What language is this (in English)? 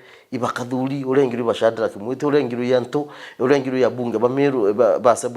Meru